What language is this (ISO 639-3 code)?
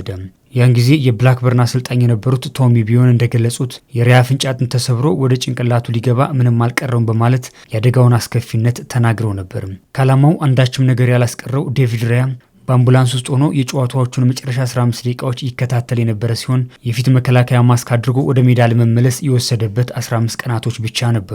amh